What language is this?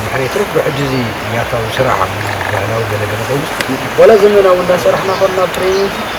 Tigrinya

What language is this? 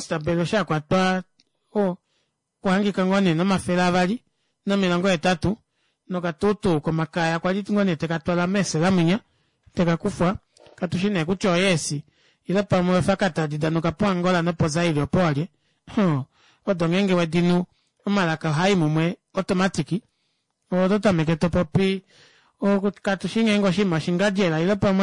Kuanyama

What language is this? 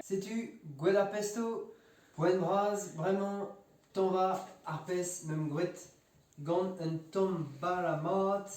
Breton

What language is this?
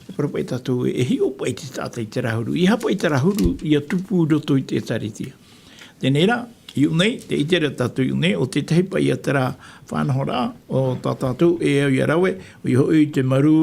Tahitian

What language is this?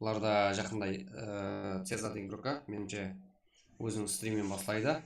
Kara-Kalpak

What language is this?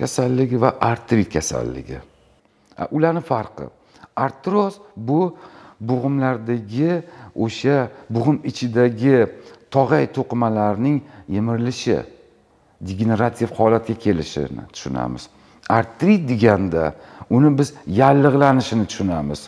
Uzbek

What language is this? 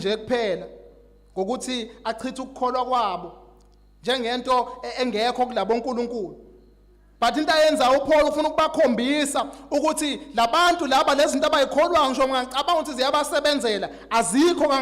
Zulu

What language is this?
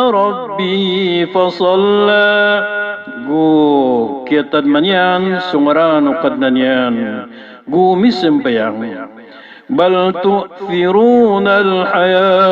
Maranao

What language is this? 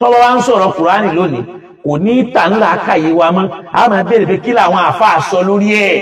Yoruba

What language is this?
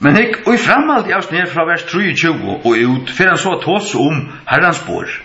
Faroese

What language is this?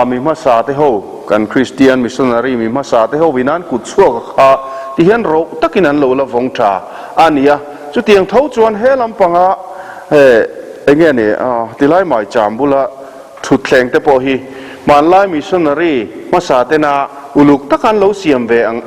Mizo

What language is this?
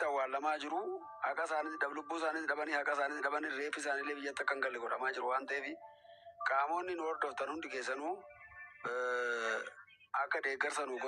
Oromo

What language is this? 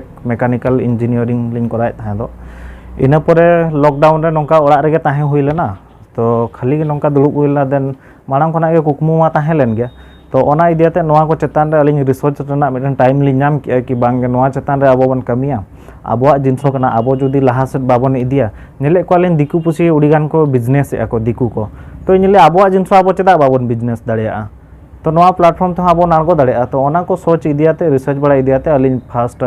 Santali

